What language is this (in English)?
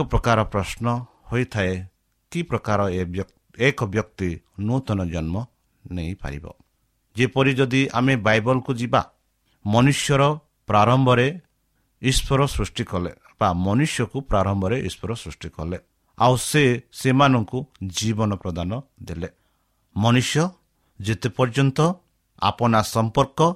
Odia